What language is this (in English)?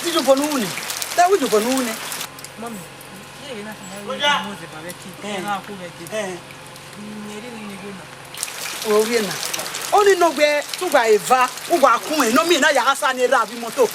Bini